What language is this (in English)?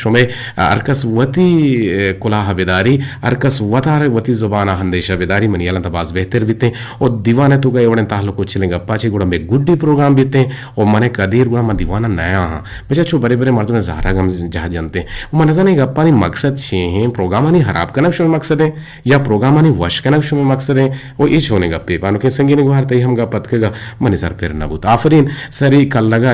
Eastern Balochi